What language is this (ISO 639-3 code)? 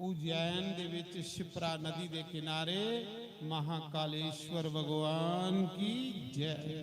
doi